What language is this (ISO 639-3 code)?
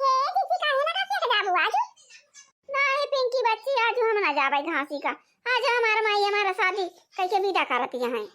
awa